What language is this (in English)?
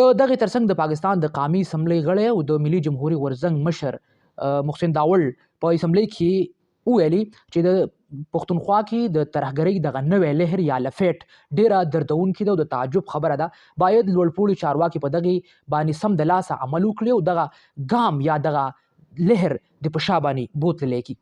Pashto